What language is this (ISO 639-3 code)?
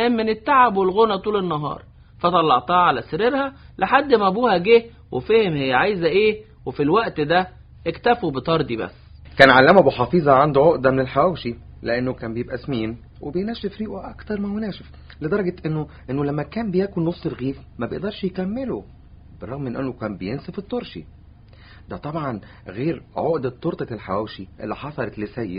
arz